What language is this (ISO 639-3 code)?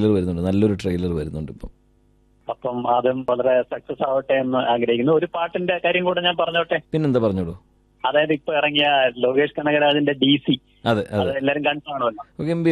mal